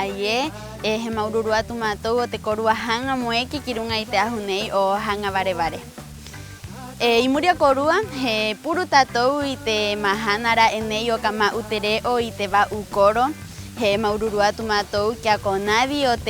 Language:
Rapanui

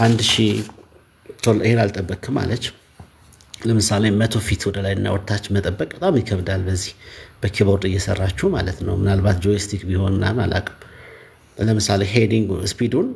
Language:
Amharic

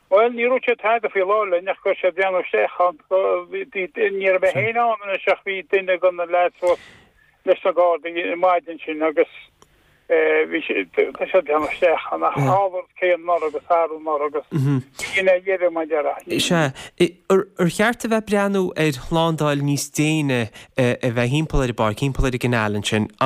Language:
Irish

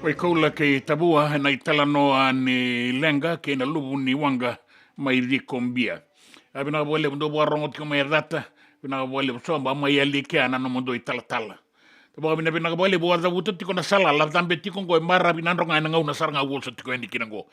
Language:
Fijian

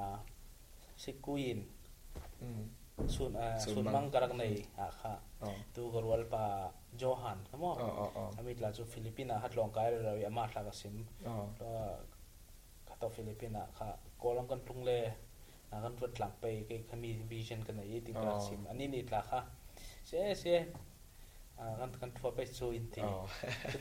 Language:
Falam Chin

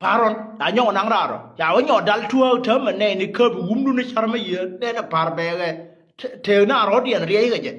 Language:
Nuer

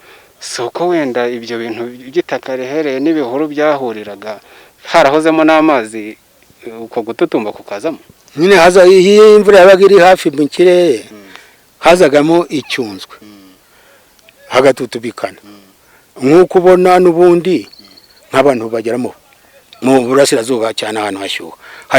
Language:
Kinyarwanda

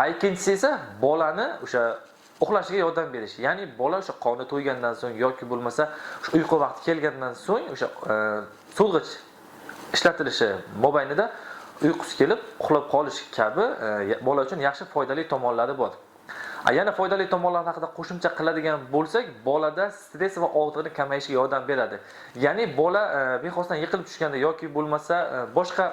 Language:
Uzbek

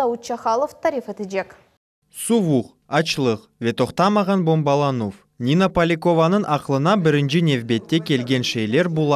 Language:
Crimean Tatar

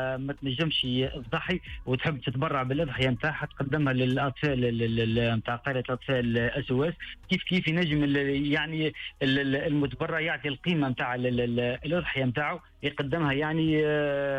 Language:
Tunisian Arabic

